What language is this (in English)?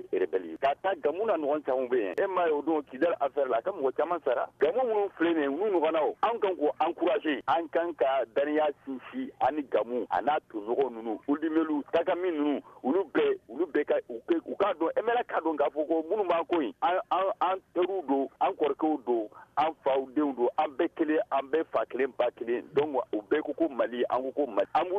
Bambara